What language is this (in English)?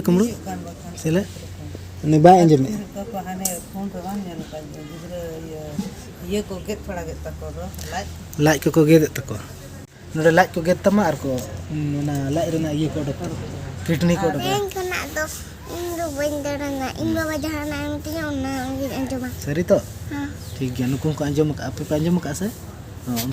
Santali